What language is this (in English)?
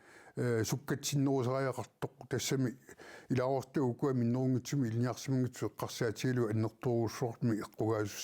Kalaallisut